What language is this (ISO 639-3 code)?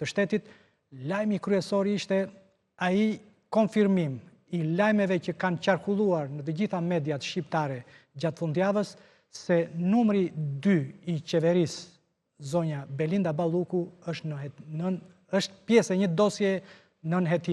sqi